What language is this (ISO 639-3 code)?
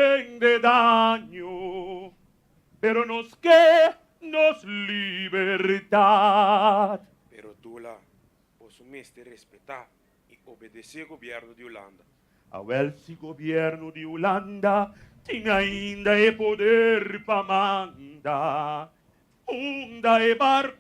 pap